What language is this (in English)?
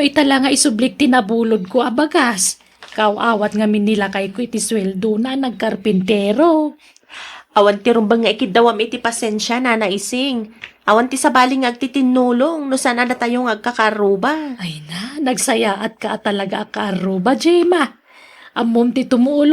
Iloko